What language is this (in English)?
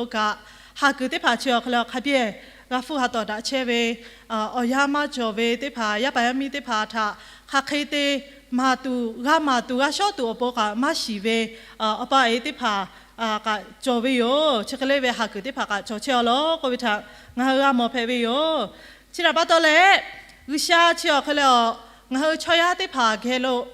Lahu